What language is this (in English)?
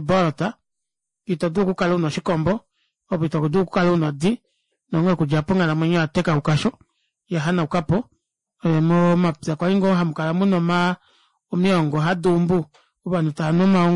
Kuanyama